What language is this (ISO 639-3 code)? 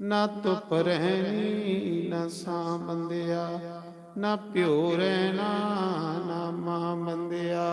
doi